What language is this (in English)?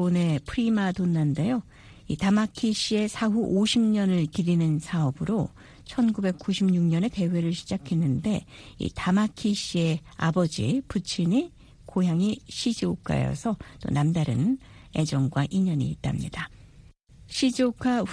Korean